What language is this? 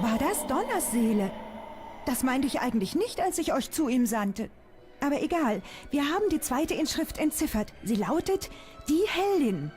Swiss German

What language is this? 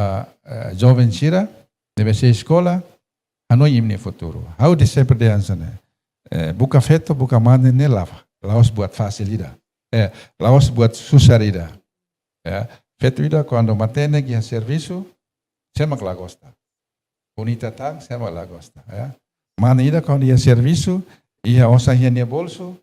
Tetum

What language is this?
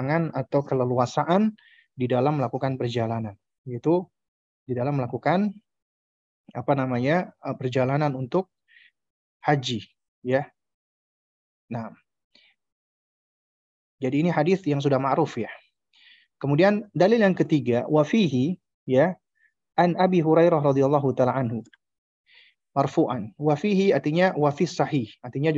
Indonesian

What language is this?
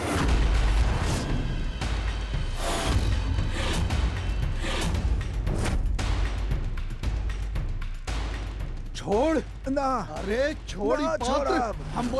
Bhojpuri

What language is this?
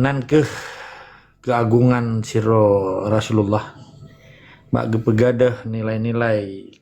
Achinese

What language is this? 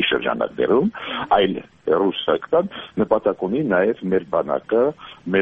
Armenian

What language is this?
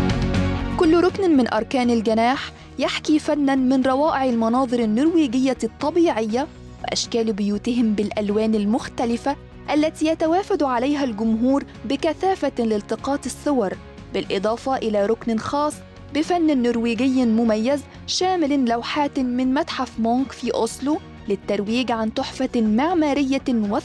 Arabic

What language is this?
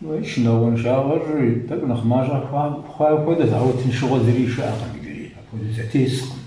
Kabardian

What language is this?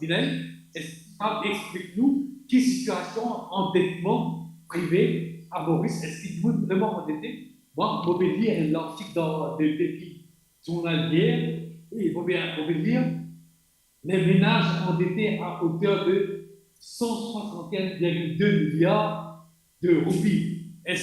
Morisyen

